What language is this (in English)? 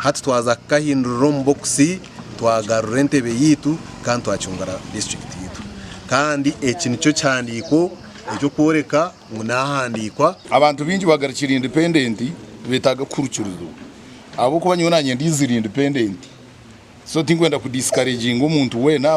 Nyankole